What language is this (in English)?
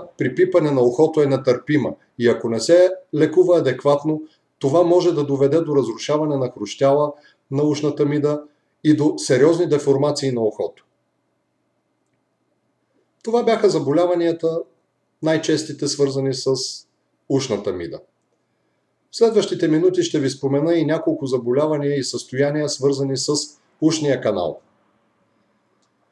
Bulgarian